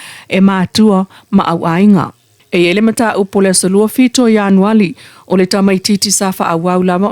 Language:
Samoan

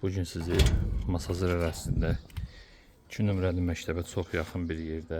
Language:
Azerbaijani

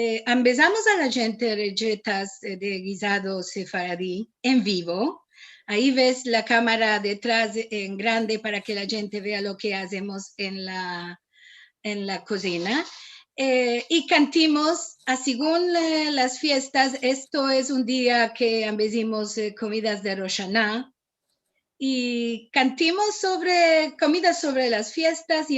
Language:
Ladino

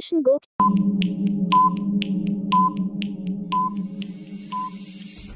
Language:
Hindi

